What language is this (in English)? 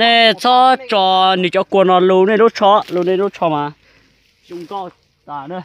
Hmong